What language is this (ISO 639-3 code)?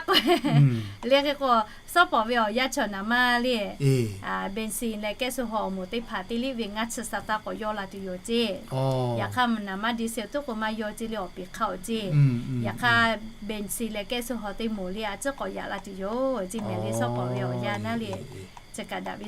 lhu